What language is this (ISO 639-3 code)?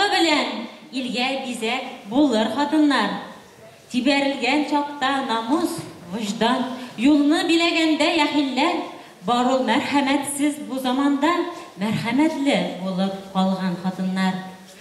bak